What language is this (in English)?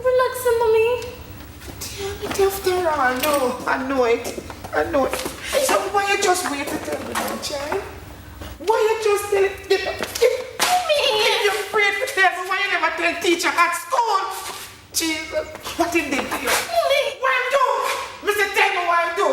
Jamaican Creole English